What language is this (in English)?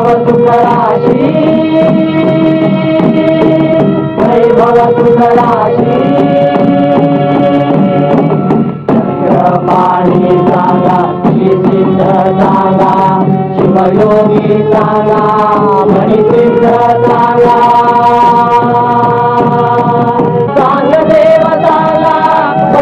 Marathi